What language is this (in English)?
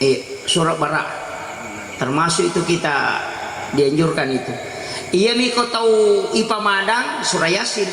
Buginese